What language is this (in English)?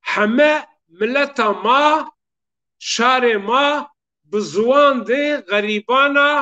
Zaza